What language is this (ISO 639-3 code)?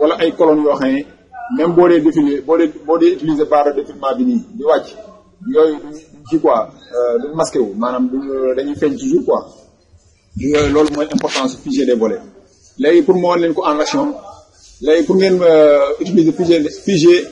wol